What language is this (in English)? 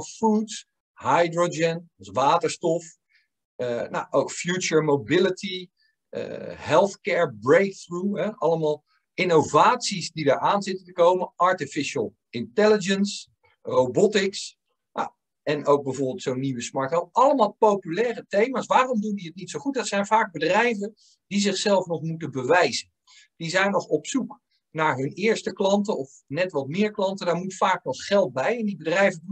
Dutch